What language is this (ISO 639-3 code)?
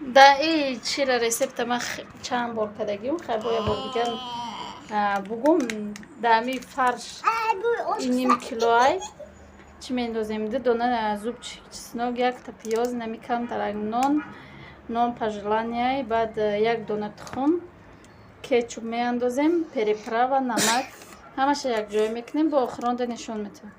tgk